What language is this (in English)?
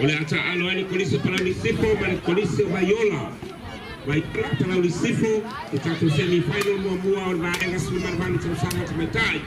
Samoan